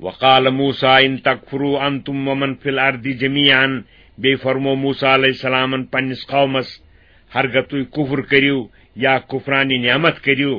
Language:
Kashmiri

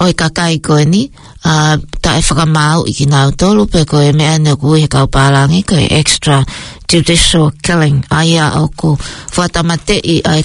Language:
Tongan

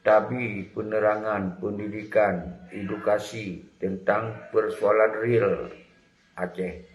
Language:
Achinese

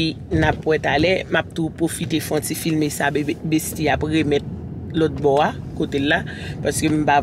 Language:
Haitian Creole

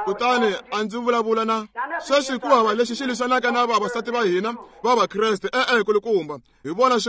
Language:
Tsonga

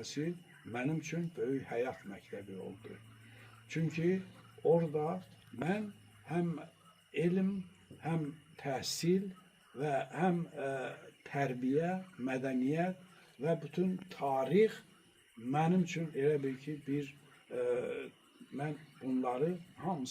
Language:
Azerbaijani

